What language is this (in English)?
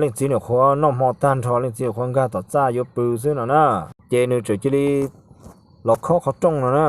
Hmong